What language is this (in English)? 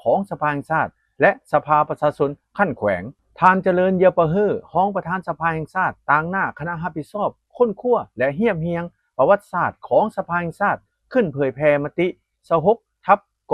Lao